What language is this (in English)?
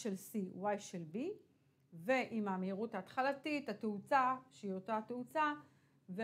Hebrew